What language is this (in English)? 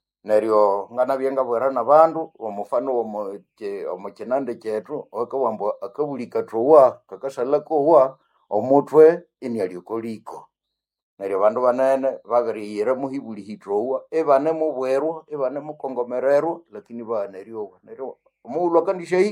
Nande